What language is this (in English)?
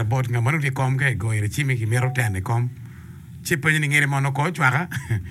Acoli